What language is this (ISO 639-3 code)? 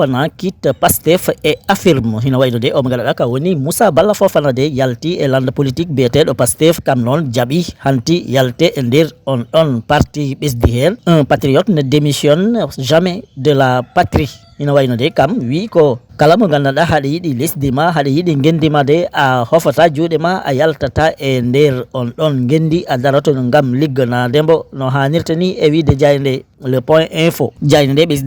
ful